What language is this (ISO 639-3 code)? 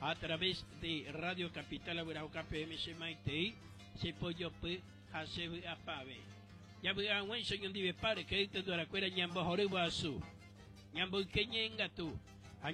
grn